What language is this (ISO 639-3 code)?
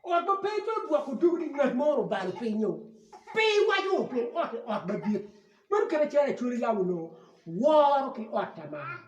ach